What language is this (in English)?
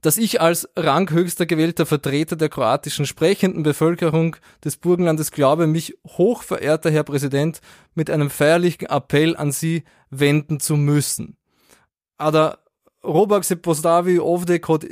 Slovenian